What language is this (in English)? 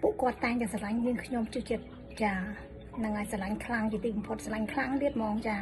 Khmer